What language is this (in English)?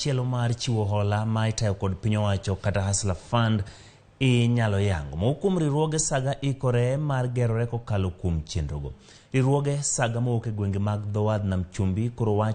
Luo (Kenya and Tanzania)